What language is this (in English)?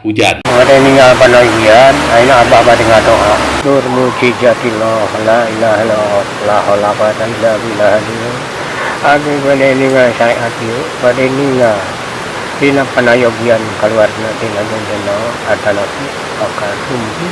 Sundanese